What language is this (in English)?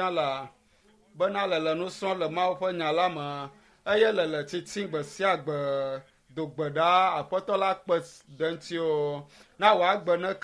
Ewe